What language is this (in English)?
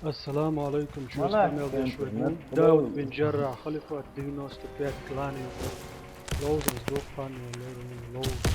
Chechen